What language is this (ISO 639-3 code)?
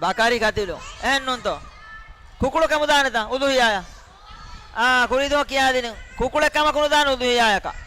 div